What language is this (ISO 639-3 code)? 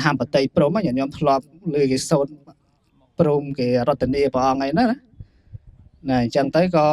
khm